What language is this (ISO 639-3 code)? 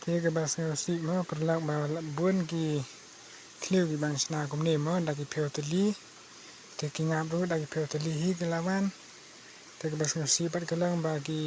kha